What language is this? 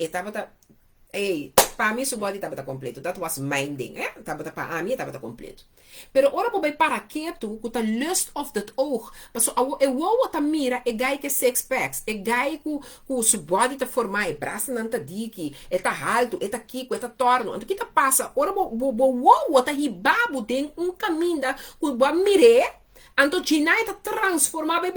Papiamento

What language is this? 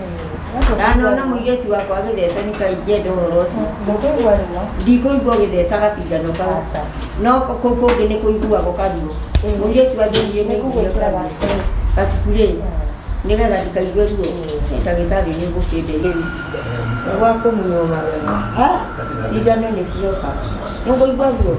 Kikuyu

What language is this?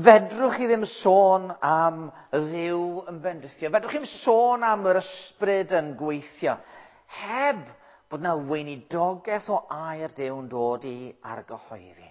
Welsh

